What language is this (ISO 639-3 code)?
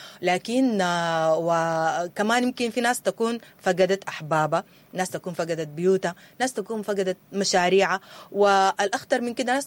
apd